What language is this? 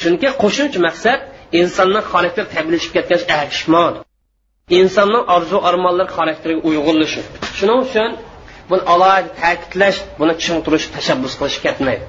Uyghur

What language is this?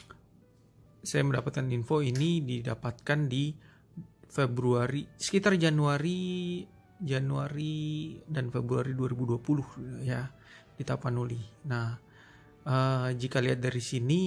Indonesian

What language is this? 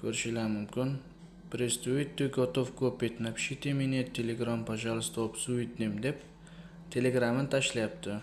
Uzbek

